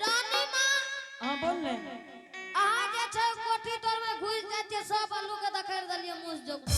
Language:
Angika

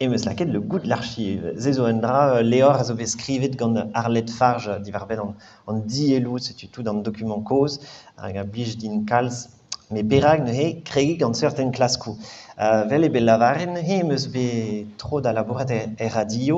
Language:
Breton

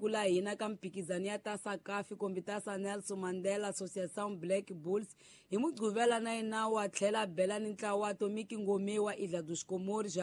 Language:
Tsonga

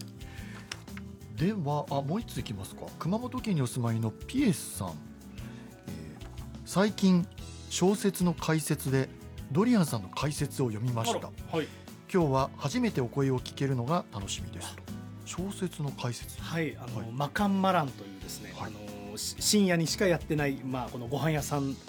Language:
Japanese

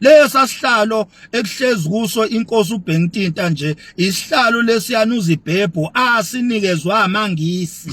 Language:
Zulu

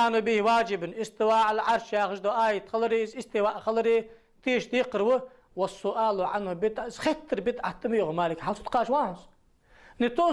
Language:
Ingush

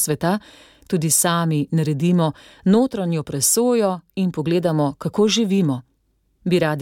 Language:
Slovenian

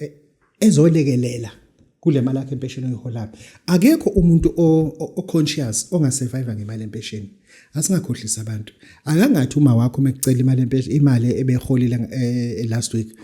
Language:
Zulu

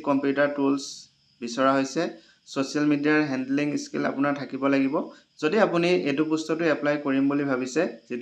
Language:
Assamese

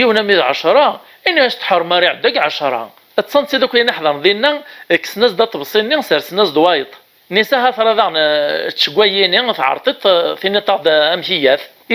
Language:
Kabyle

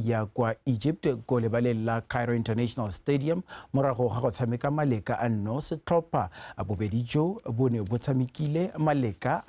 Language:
Tswana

